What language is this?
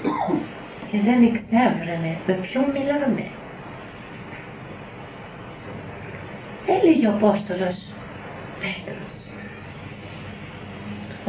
Greek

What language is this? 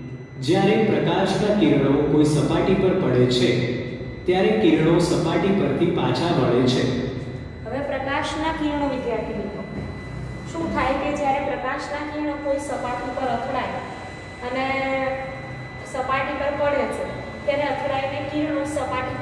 Gujarati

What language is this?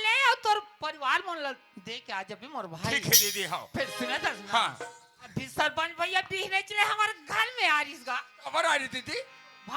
Chhattisgarhi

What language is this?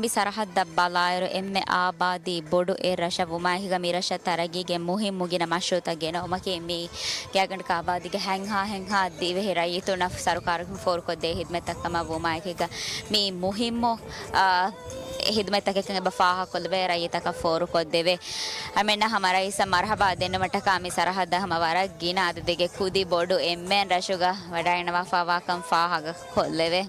Divehi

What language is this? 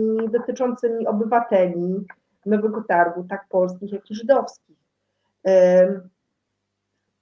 Polish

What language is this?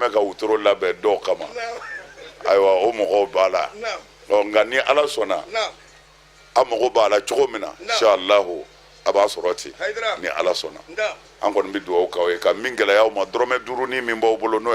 Bambara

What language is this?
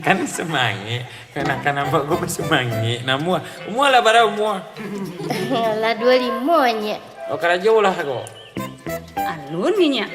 Minangkabau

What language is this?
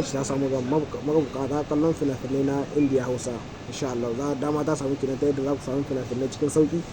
Hausa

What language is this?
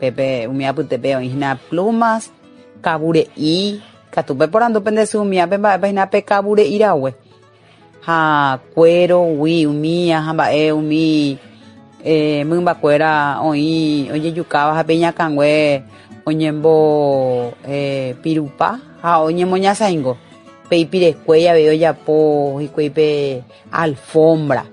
Guarani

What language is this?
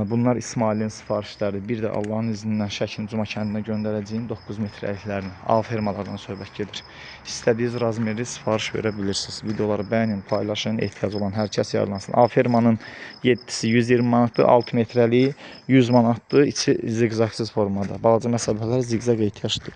Azerbaijani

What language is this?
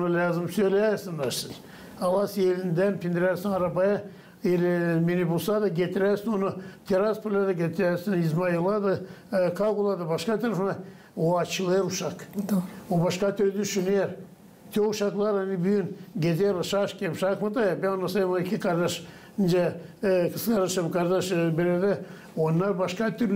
Gagauz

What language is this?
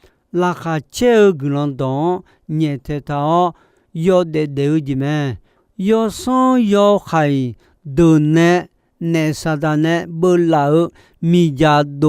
Akha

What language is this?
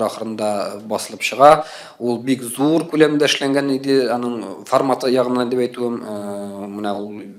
Tatar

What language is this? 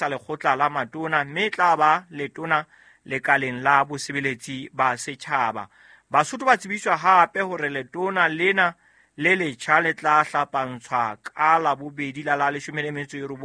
Southern Sotho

